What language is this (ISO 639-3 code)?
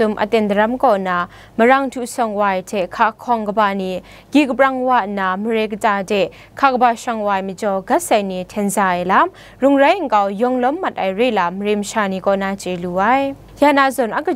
kac